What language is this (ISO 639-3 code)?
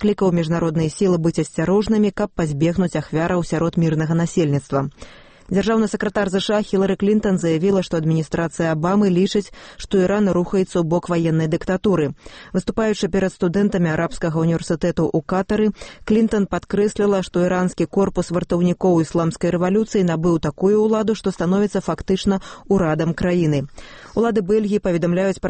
bel